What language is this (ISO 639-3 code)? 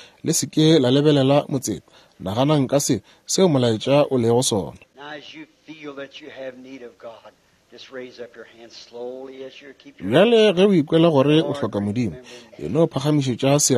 nso